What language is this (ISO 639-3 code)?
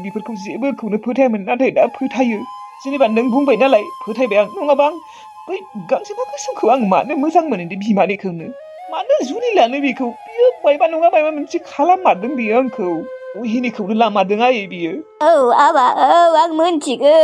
brx